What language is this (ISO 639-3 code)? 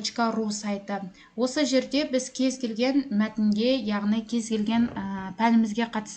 kaz